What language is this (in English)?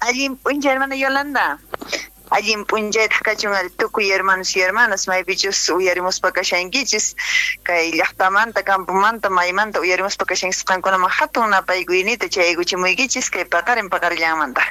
Quechua